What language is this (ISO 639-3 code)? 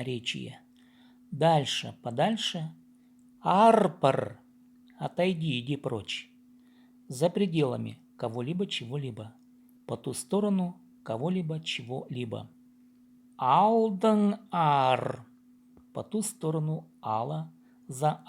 kjh